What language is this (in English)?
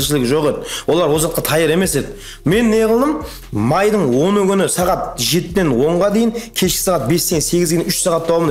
Kara-Kalpak